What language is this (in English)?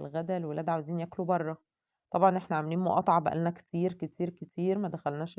Egyptian Arabic